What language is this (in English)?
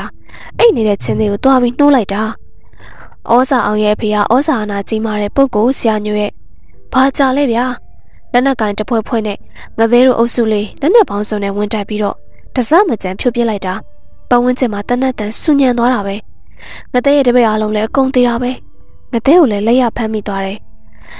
Burmese